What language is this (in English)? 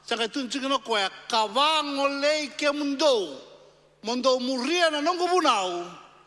Fijian